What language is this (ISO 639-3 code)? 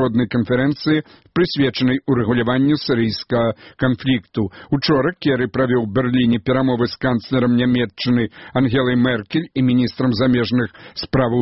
bel